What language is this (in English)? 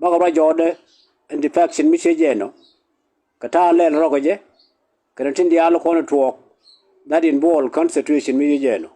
Nuer